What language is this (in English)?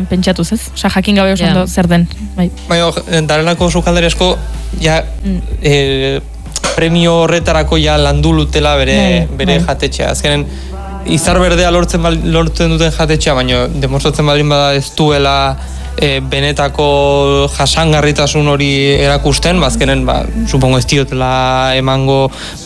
Basque